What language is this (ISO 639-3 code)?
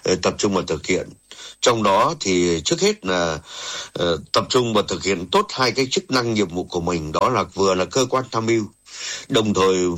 vie